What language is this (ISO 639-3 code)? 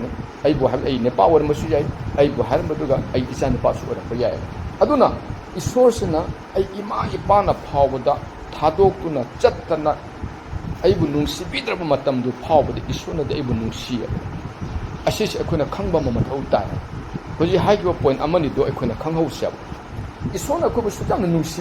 mni